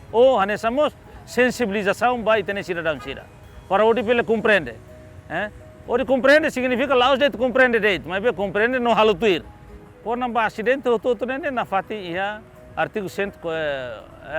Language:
Tetum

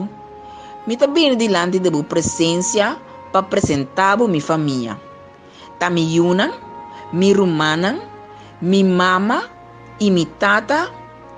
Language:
Papiamento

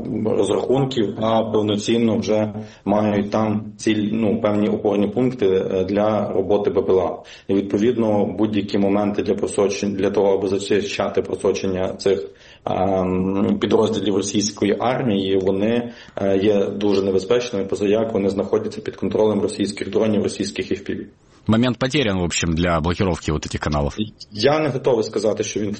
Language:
Ukrainian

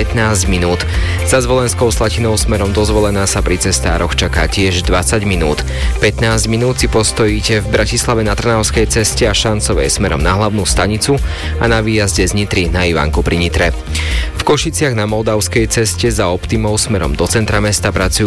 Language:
Slovak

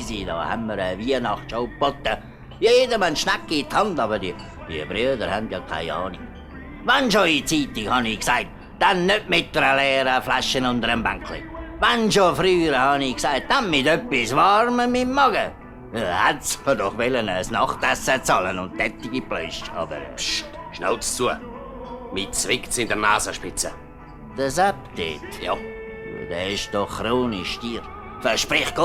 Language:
Swiss German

